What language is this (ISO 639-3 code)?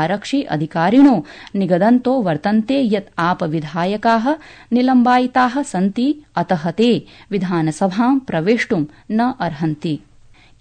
san